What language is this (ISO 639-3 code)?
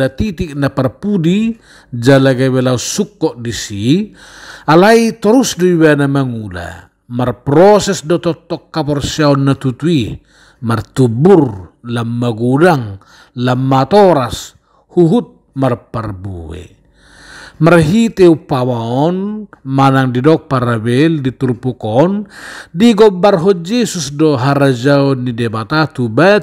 bbc